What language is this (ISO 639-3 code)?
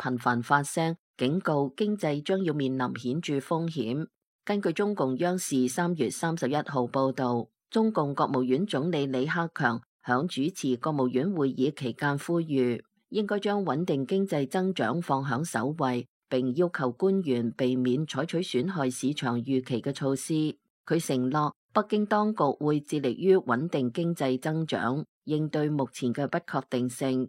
yue